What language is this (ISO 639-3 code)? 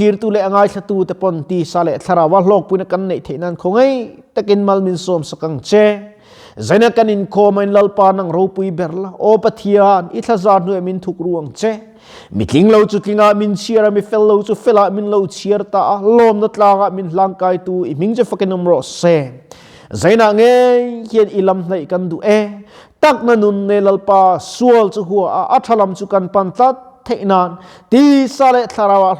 lus